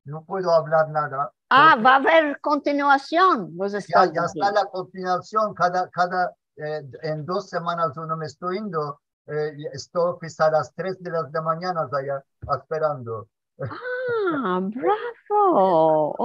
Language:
Ladino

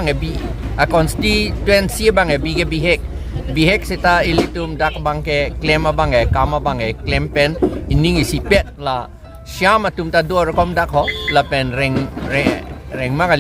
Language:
Karbi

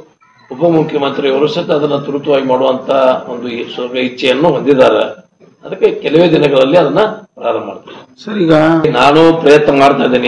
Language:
Kannada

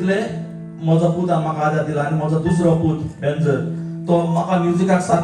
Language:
Konkani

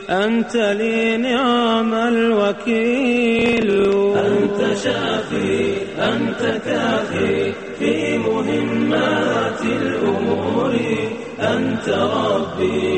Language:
Bosnian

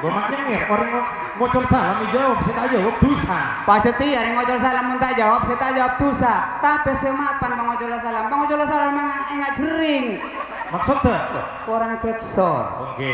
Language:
Madurese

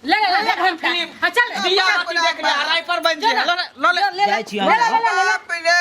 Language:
Maithili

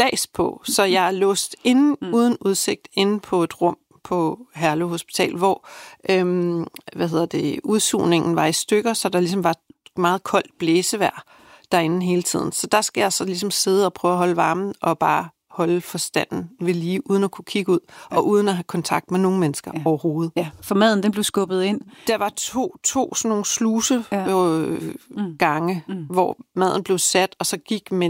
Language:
Danish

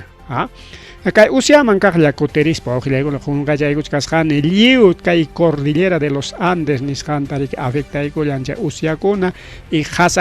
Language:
Ayacucho Quechua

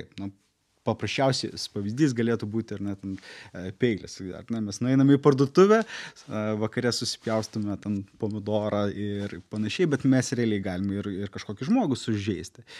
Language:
Lithuanian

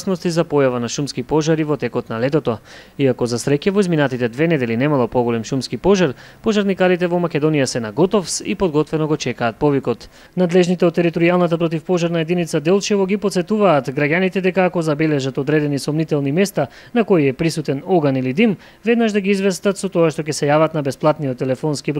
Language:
Macedonian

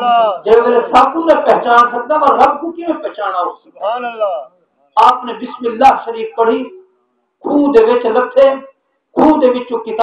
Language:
Saraiki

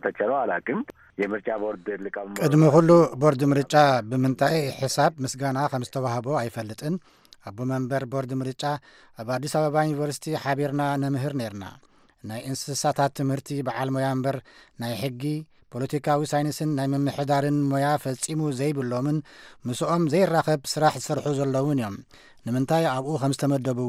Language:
Tigrinya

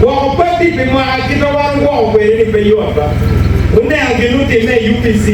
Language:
Acoli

